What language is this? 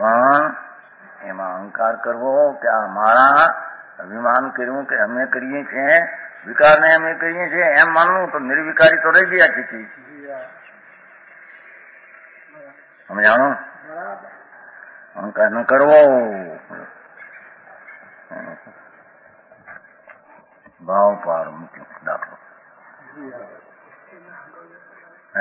Gujarati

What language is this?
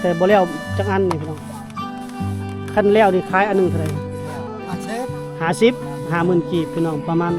Lao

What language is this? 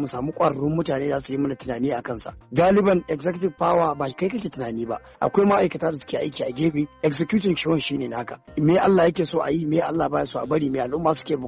Hausa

